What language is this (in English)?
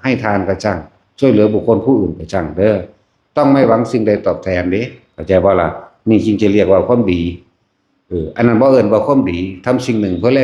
Lao